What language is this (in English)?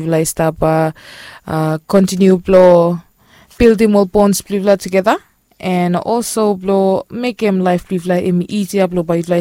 Bislama